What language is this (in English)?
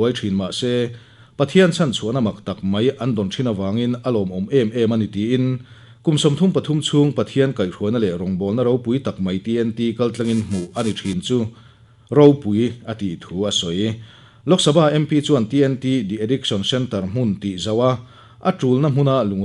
Mizo